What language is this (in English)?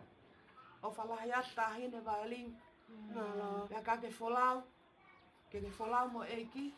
Tongan